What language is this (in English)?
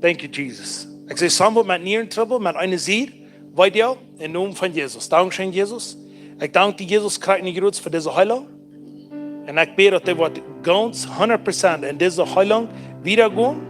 Plautdietsch